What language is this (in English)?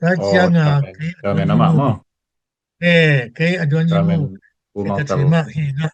Tedim Chin